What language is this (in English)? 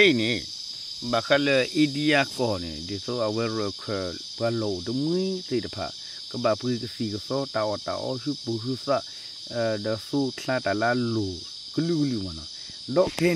S'gaw Karen